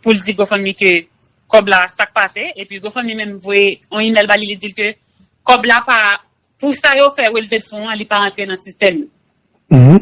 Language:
Haitian Creole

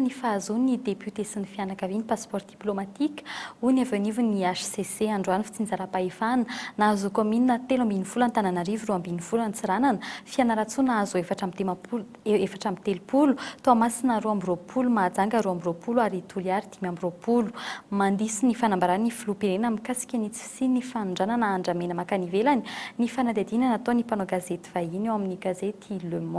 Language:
Malagasy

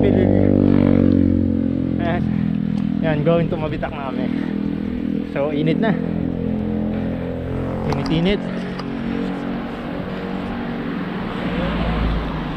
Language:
Filipino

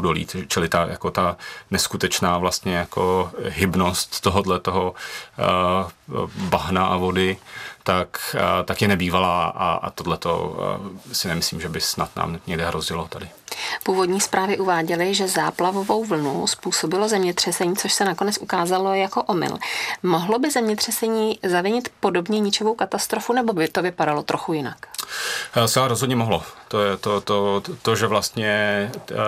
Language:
Czech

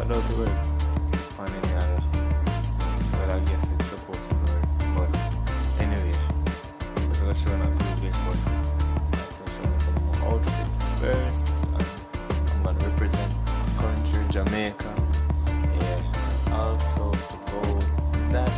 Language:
Jamaican Creole English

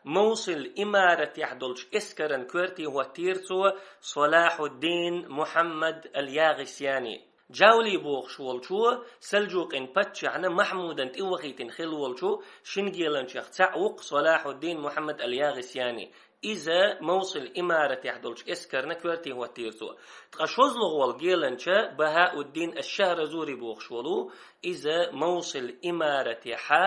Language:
Chechen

